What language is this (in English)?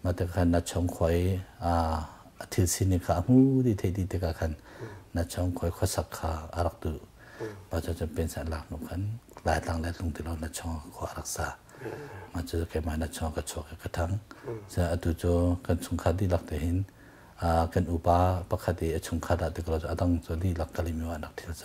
Hakha Chin